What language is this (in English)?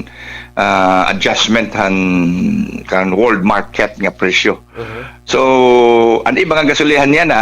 Waray